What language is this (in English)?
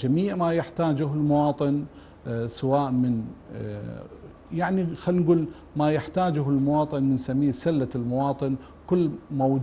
Arabic